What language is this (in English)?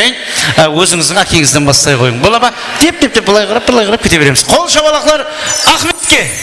Kara-Kalpak